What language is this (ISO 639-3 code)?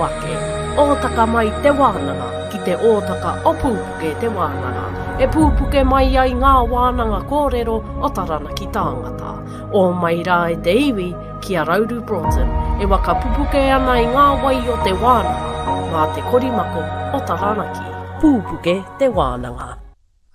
mri